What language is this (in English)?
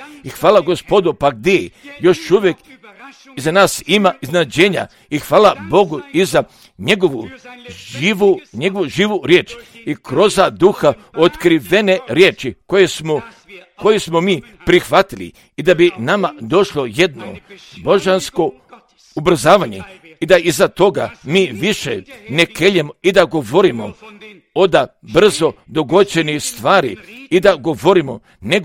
Croatian